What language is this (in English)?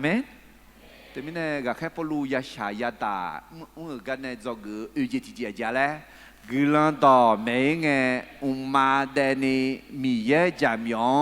Akha